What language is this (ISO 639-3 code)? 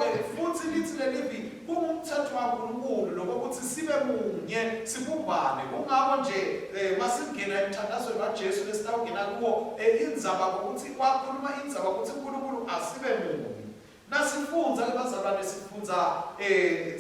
ssw